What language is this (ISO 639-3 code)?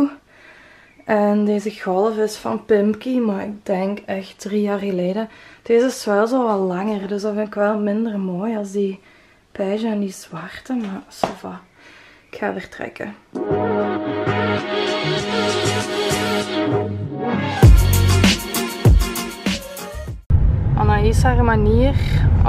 nld